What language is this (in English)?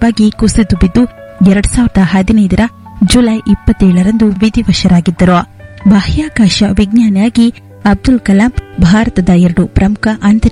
Kannada